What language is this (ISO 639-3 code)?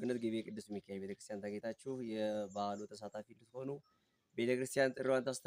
amh